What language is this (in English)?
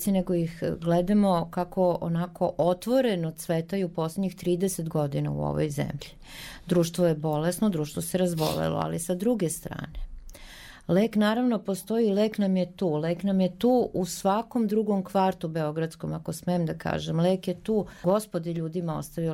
Serbian